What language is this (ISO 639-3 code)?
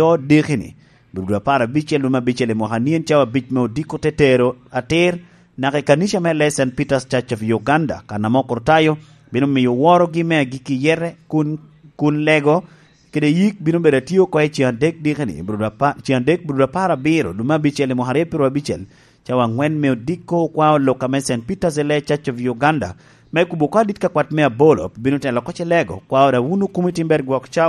laj